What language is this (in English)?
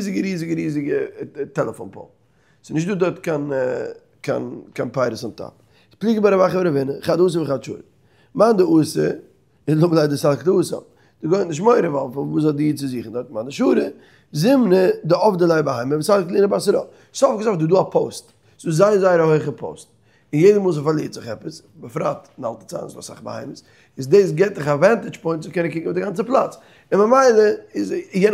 Yiddish